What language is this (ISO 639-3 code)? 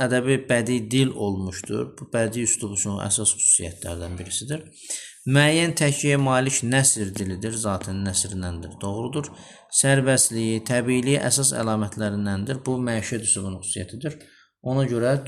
aze